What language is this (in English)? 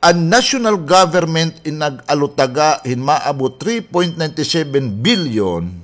Waray